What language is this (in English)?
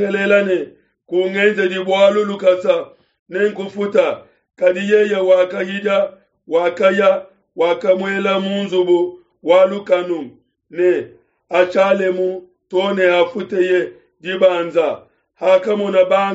Luba-Lulua